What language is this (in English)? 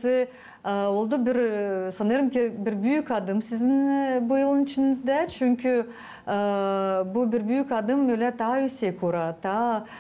Gagauz